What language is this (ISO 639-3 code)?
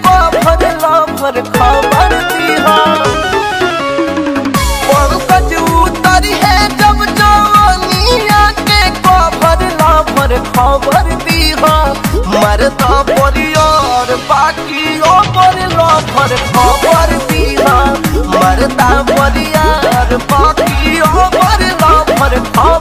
bho